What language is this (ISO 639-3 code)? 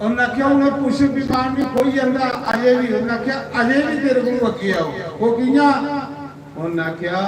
doi